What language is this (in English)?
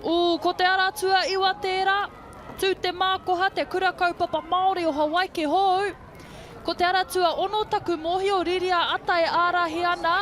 Māori